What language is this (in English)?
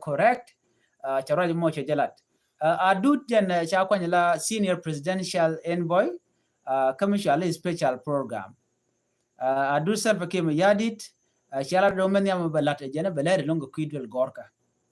Nuer